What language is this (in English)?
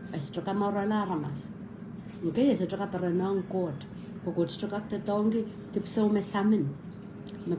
Pohnpeian